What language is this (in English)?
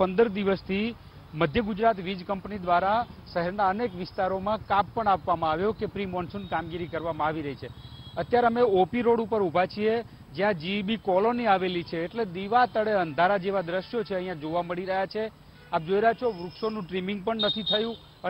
Gujarati